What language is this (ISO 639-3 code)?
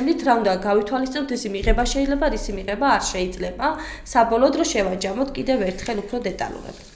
kat